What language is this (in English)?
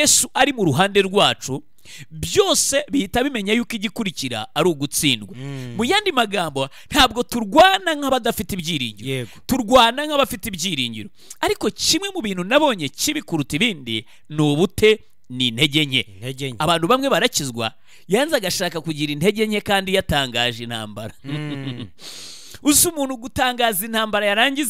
Kinyarwanda